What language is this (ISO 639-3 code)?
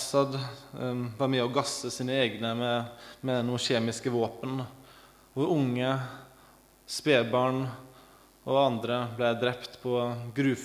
nor